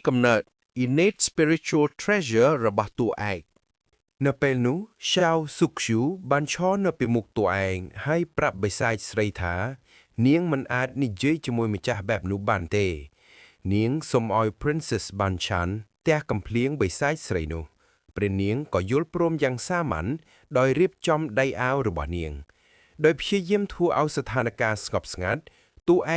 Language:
Khmer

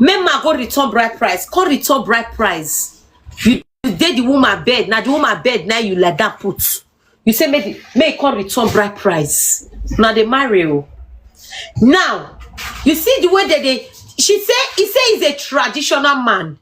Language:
Nigerian Pidgin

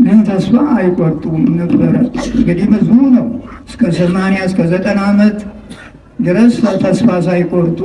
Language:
Amharic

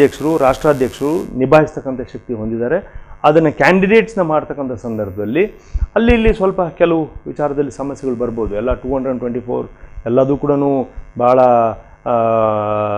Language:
Kannada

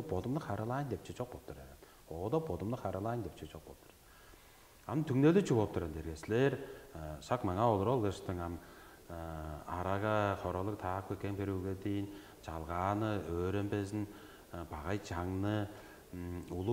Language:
Tuvinian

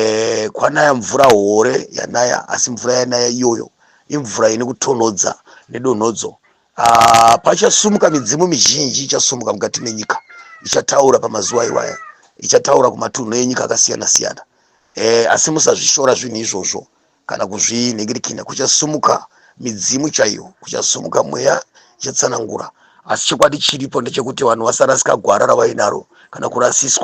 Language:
Shona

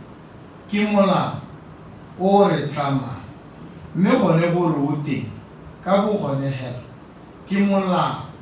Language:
Tswana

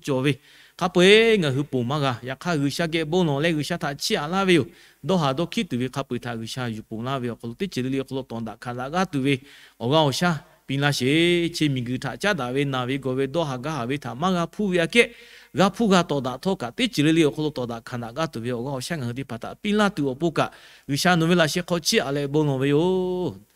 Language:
Lahu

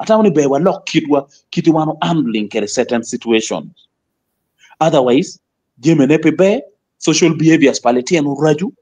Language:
Acoli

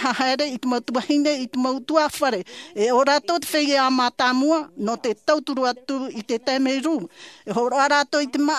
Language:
Tahitian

